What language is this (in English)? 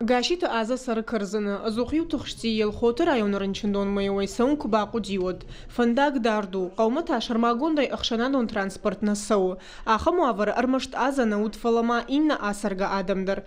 Ossetic